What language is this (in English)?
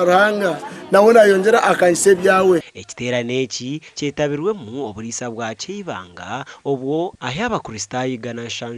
Nyankole